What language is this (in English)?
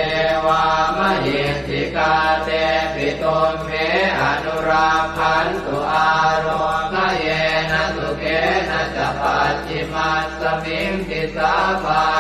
Pali